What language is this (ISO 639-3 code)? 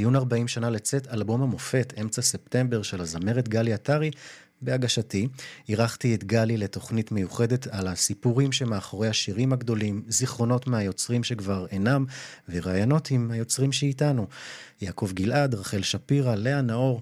heb